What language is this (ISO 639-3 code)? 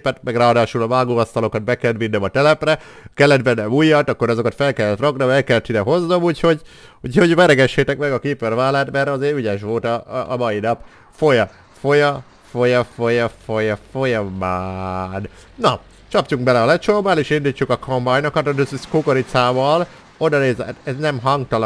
hun